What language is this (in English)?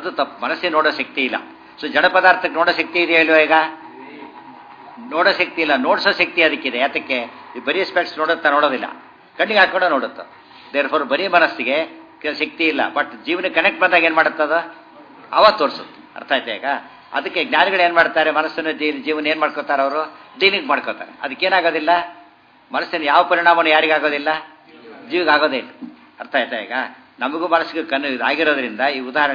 Kannada